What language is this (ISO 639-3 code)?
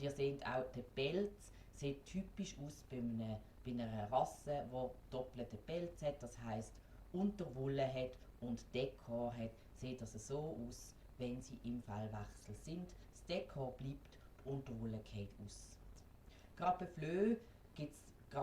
gsw